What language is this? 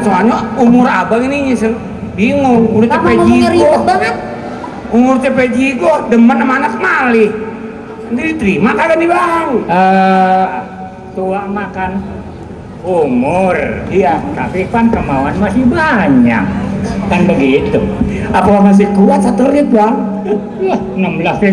Betawi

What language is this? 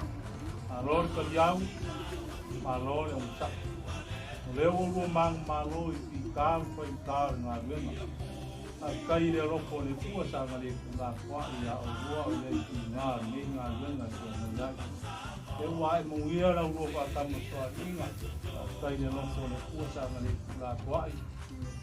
Samoan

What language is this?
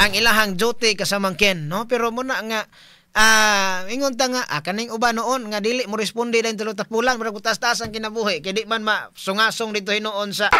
Cebuano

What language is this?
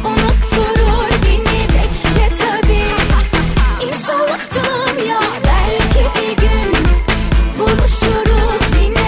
Turkish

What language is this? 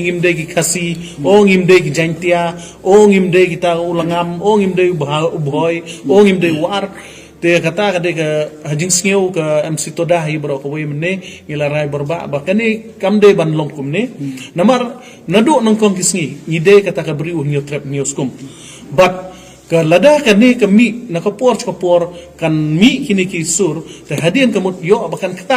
Khasi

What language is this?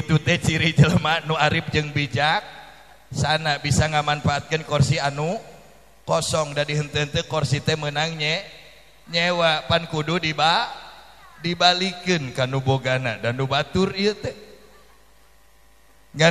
Sundanese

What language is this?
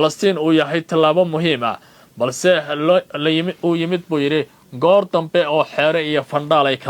Somali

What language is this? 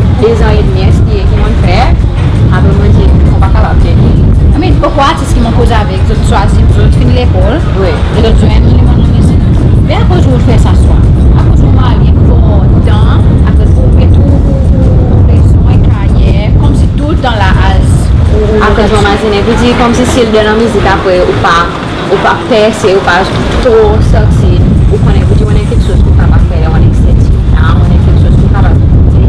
Seselwa Creole French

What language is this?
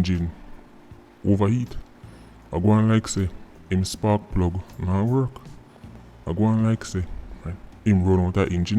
Jamaican Creole English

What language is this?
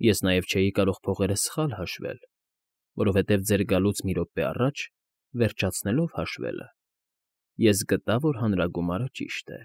Armenian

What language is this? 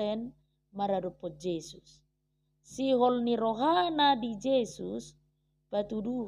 Batak Toba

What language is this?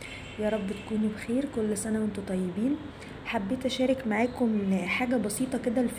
Egyptian Arabic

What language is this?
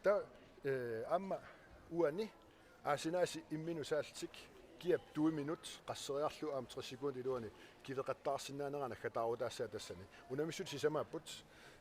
Kalaallisut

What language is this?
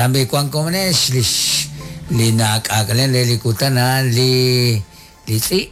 Kekchí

